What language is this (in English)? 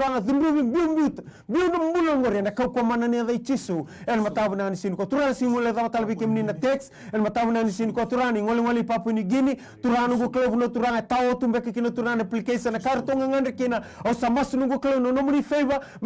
Fijian